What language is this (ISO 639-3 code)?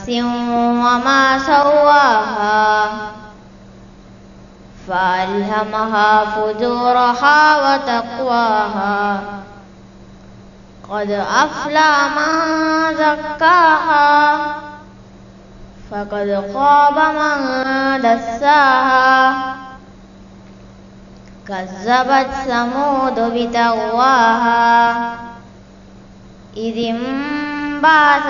ara